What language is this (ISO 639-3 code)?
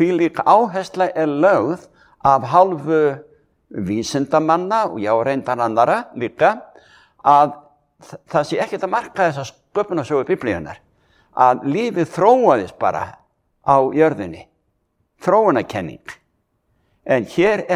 isl